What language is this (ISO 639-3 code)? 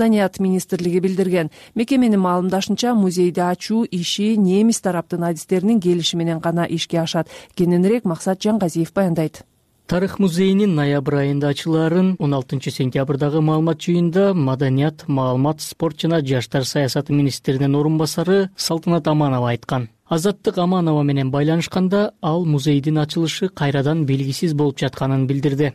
kir